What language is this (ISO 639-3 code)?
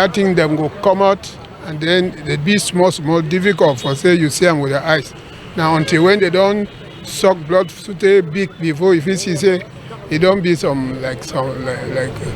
wes